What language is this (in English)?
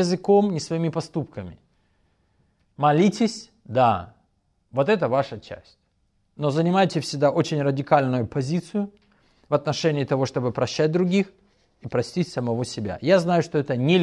Russian